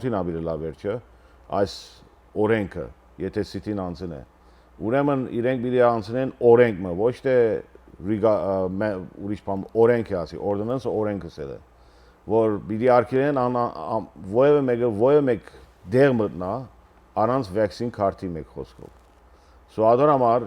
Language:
Western Armenian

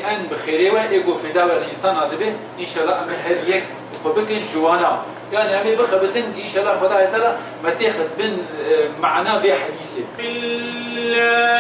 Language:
Kurdish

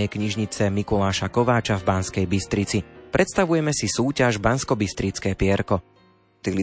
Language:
Slovak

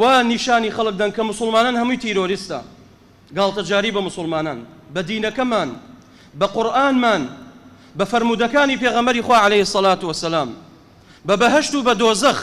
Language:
Central Kurdish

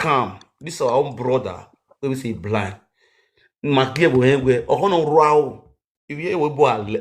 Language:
Nigerian Pidgin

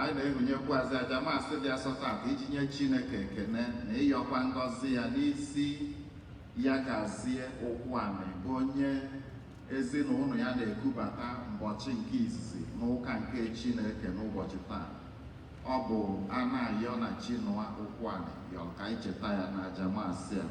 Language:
Igbo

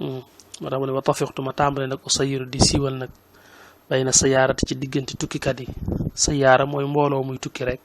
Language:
Wolof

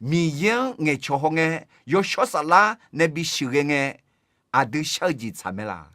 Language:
Akha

